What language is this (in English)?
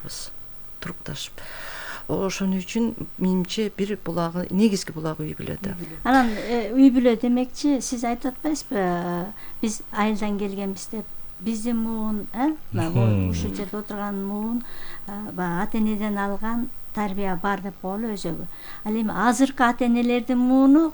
Kyrgyz